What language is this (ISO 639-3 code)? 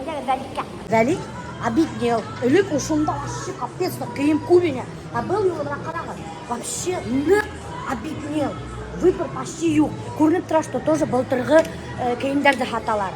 bak